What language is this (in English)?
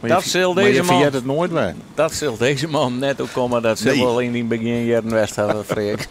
Western Frisian